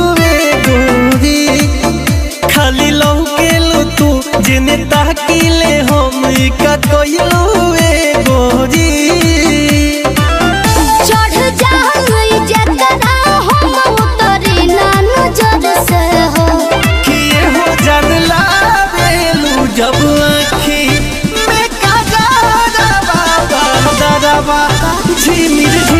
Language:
Bhojpuri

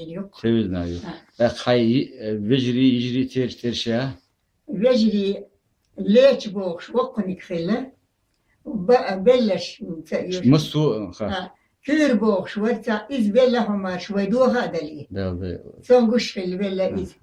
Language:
Chechen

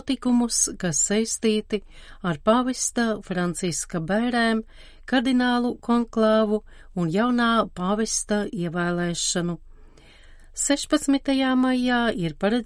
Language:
Latvian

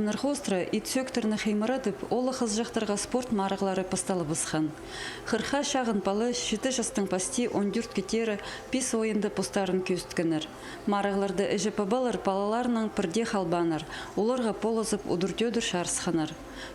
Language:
Khakas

